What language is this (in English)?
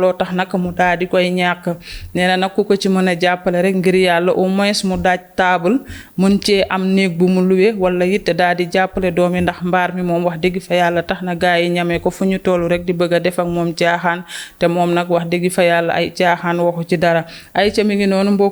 Wolof